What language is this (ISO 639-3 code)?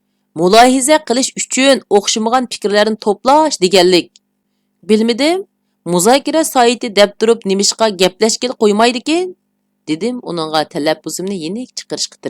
uig